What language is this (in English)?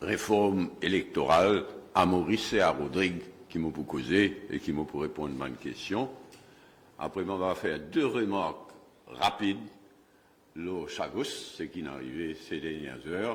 Morisyen